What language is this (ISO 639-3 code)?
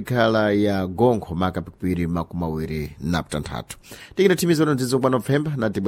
seh